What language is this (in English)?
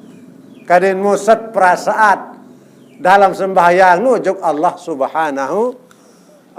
Sasak